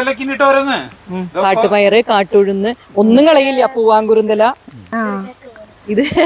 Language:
Malayalam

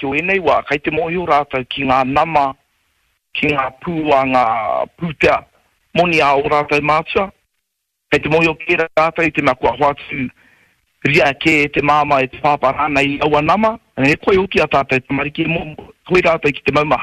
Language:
Māori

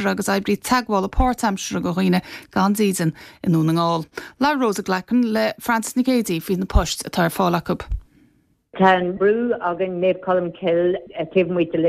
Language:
Irish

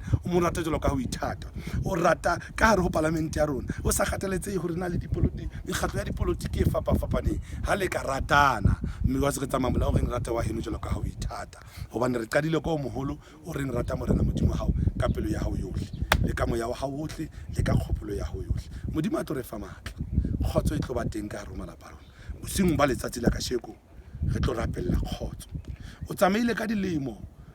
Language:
Southern Sotho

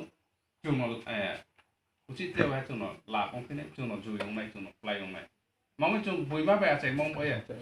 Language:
Riang (India)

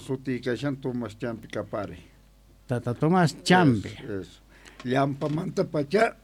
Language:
South Bolivian Quechua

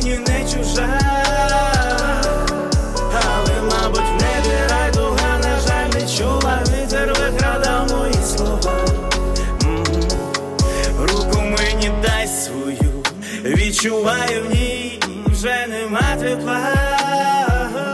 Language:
Ukrainian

